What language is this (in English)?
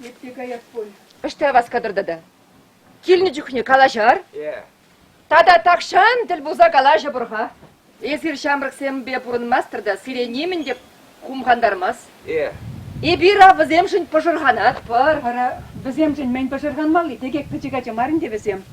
Chuvash